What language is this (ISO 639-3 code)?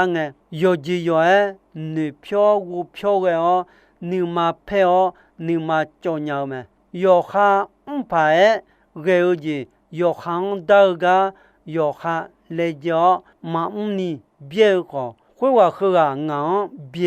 ahk